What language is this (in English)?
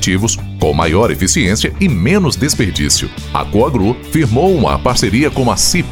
Portuguese